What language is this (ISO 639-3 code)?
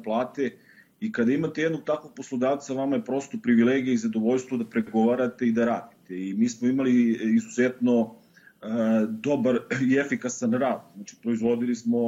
bos